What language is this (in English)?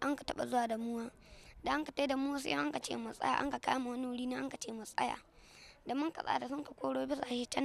Hausa